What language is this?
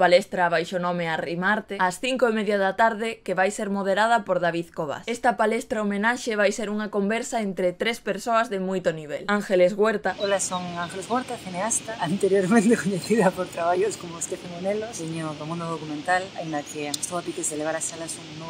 Galician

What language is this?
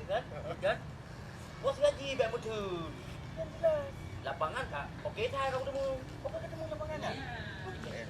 Achinese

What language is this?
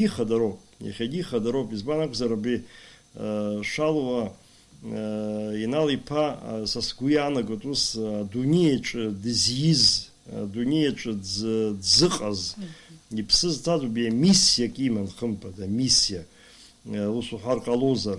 Abkhazian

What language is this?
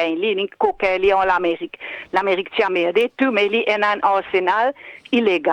Morisyen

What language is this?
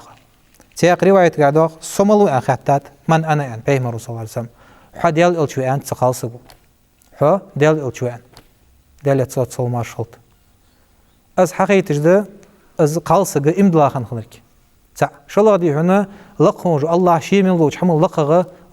Ingush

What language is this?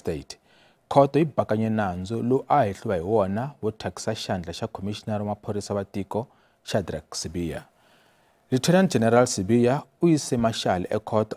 Tsonga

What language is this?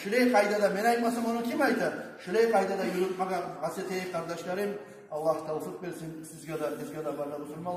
Kumyk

